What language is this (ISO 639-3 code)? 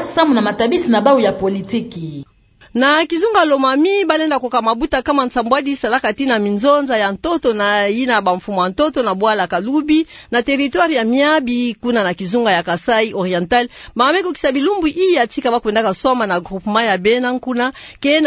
ktu